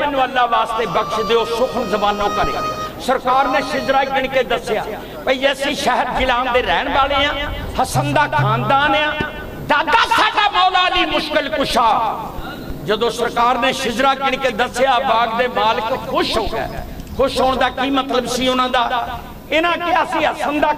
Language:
Punjabi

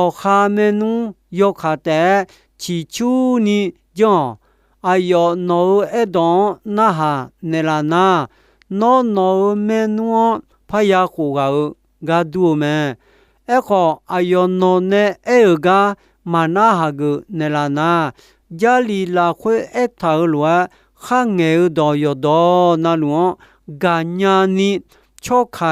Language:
Akha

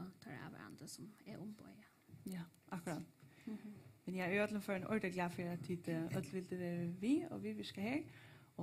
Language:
Faroese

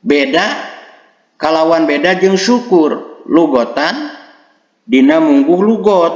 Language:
Sundanese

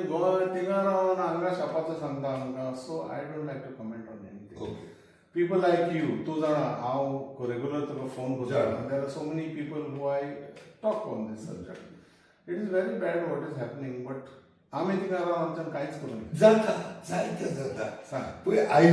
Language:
Konkani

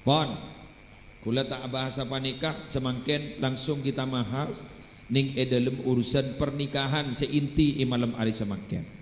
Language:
Madurese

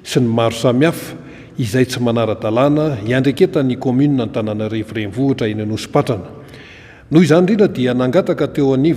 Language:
Malagasy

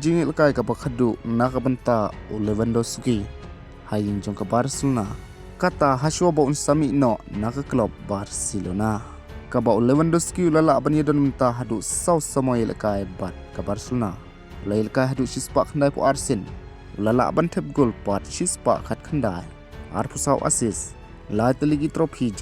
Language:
Khasi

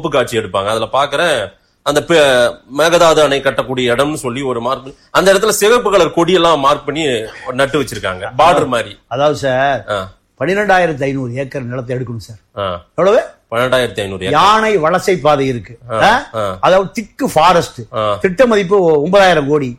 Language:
Tamil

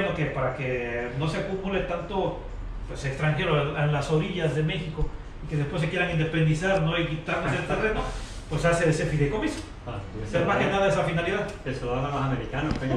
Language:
Spanish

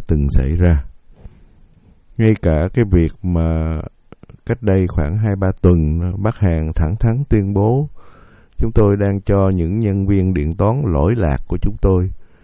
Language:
Vietnamese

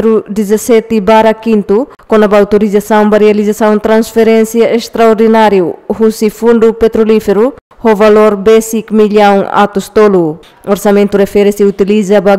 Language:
Tetum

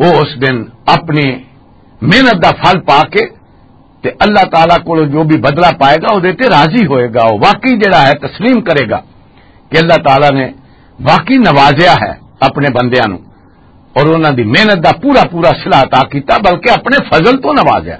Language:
Western Panjabi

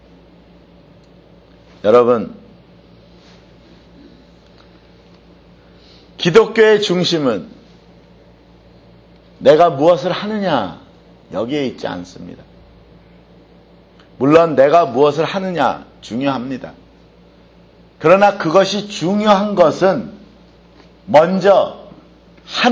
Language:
Korean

